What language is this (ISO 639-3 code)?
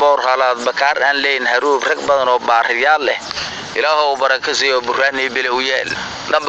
som